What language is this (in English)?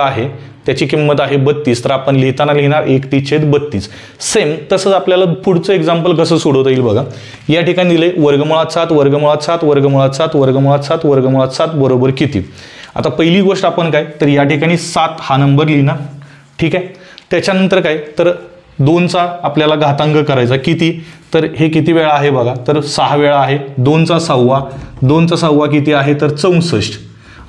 Marathi